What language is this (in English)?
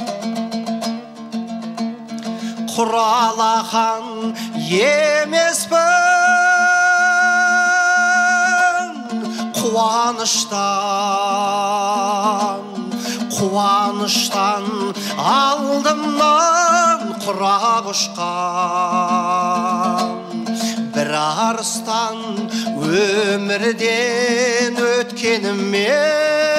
Kazakh